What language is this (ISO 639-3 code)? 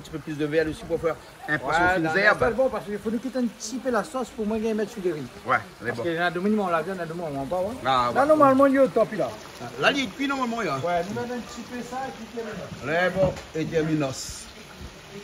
rcf